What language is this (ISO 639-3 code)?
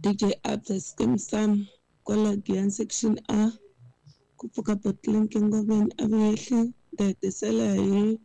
tso